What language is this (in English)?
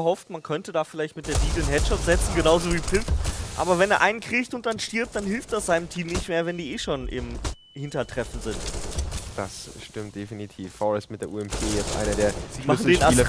German